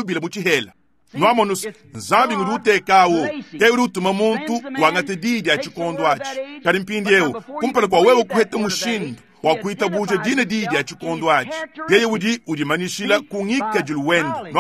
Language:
Luba-Lulua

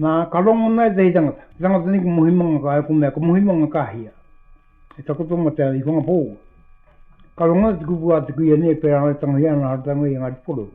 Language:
Māori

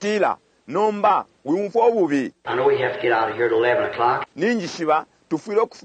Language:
Bemba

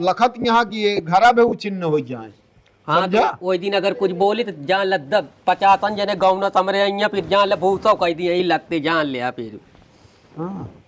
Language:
Awadhi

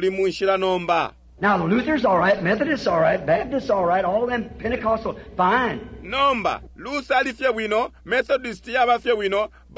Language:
Bemba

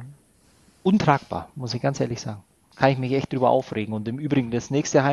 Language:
German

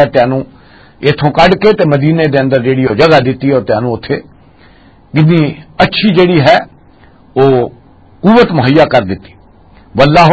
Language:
Western Panjabi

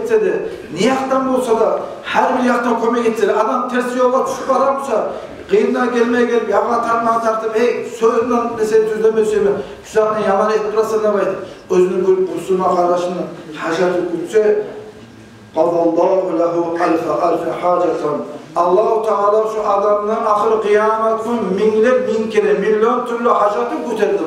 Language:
Kumyk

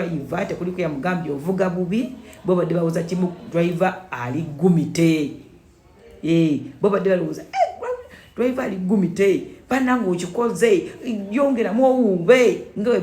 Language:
Ganda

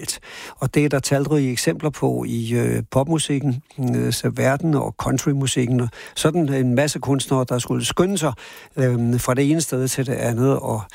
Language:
Danish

